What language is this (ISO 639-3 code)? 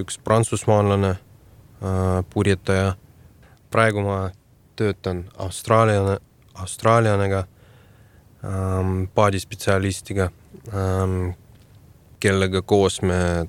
est